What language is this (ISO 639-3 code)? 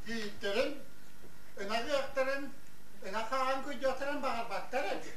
sah